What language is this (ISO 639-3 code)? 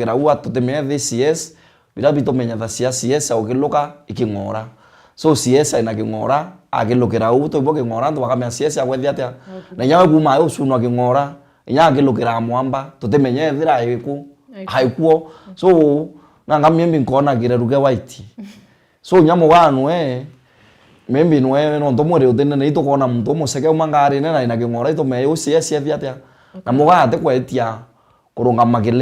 mer